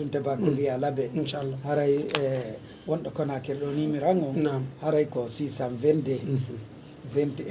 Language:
Pular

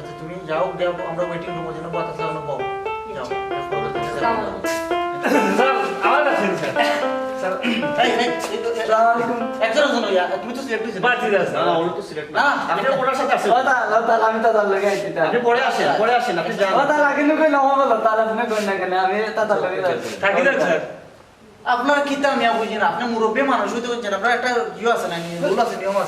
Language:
Sylheti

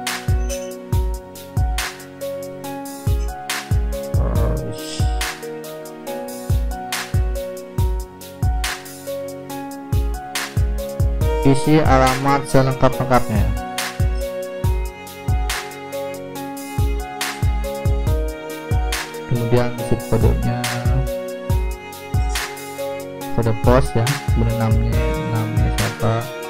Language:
Indonesian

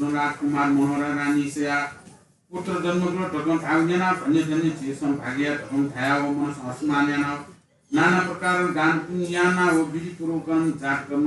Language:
Newari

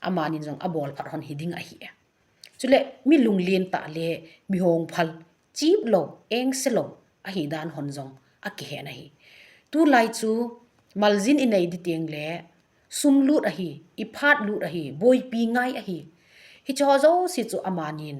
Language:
Thado Chin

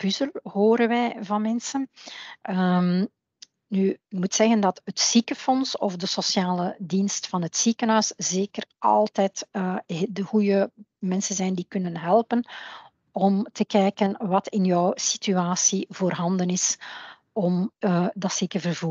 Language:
Dutch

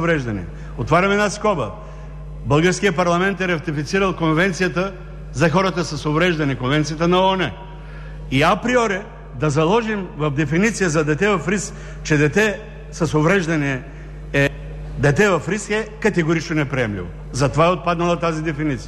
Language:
Bulgarian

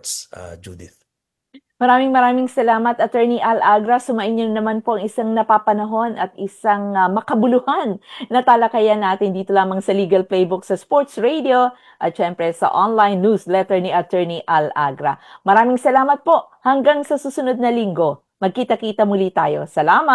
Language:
Filipino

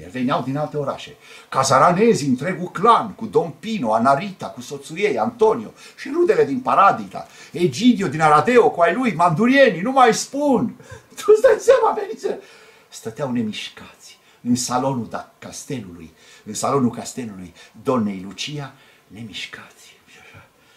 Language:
Romanian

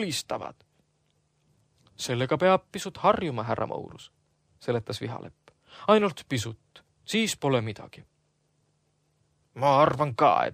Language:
Estonian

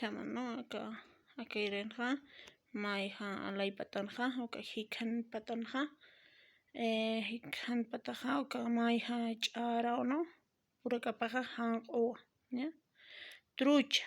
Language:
Aymara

